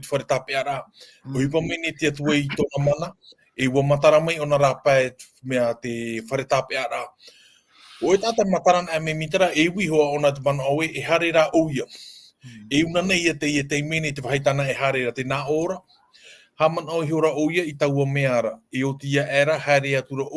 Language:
Tahitian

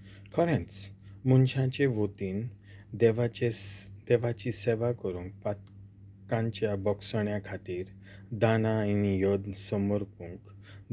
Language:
Konkani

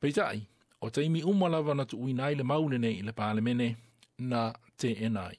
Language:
Samoan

